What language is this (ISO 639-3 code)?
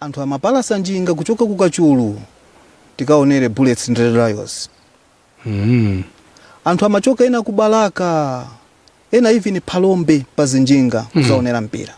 nya